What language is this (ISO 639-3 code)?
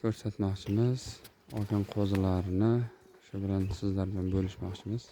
uzb